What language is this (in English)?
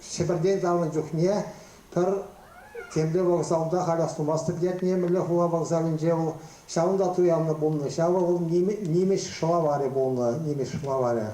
Chuvash